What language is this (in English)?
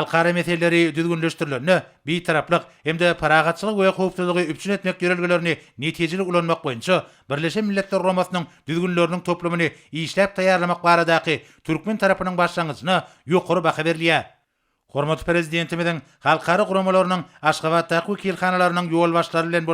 Turkmen